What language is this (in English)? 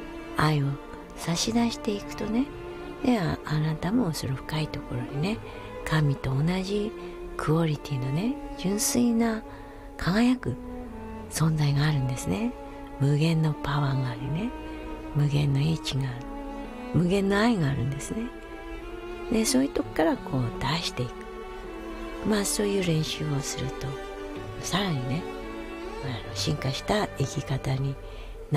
Japanese